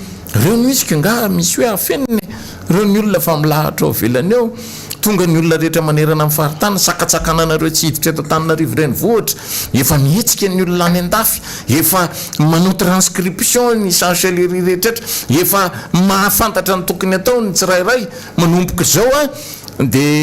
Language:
Malagasy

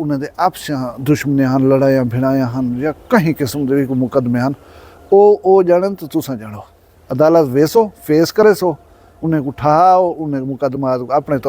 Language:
Saraiki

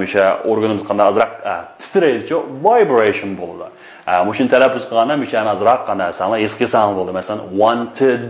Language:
Uyghur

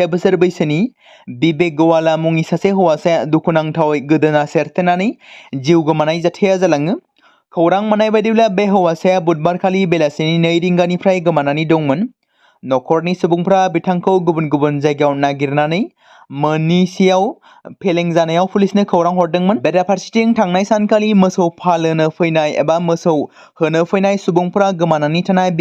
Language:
Bodo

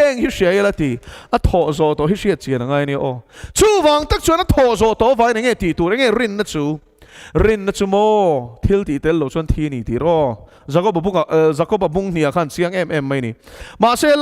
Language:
Mizo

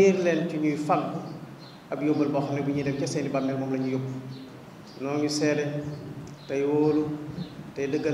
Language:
Wolof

